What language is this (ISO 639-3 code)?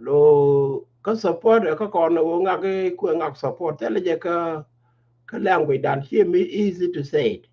nus